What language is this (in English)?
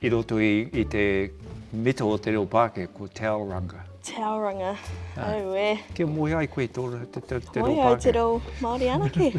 Māori